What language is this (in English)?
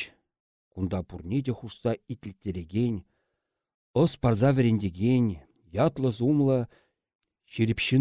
Chuvash